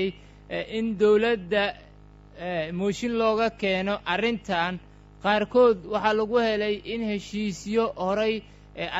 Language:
Somali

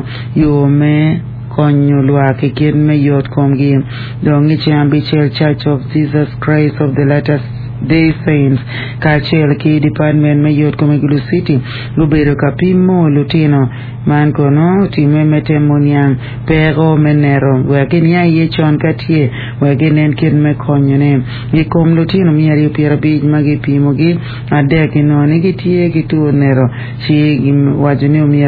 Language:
Acoli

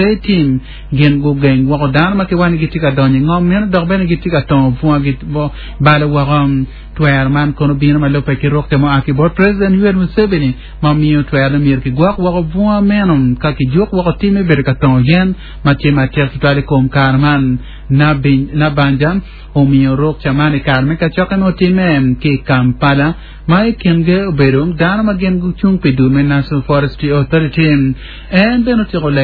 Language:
Acoli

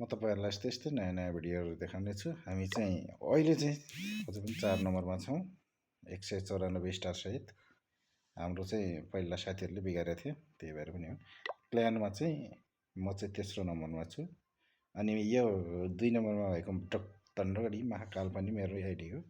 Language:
Nepali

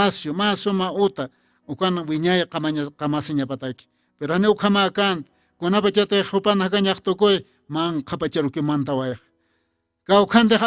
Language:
Aymara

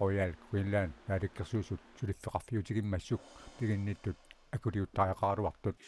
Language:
Kalaallisut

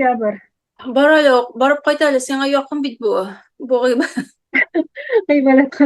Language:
Tatar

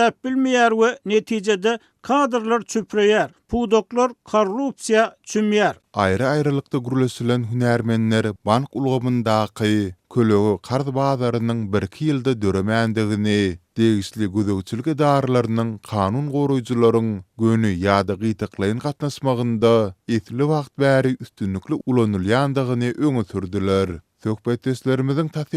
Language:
Turkmen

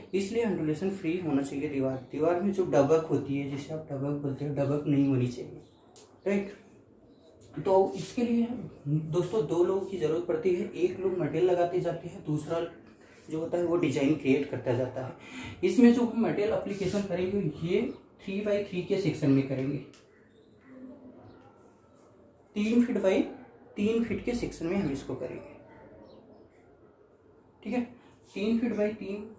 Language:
Hindi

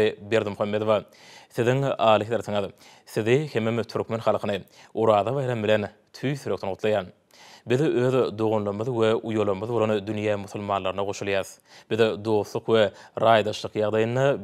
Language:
Turkmen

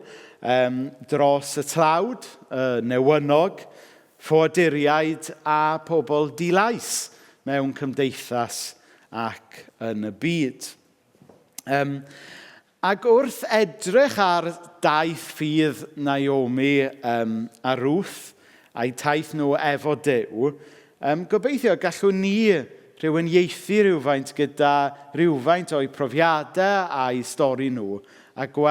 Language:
Welsh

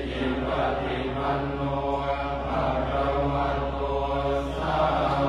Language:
Pali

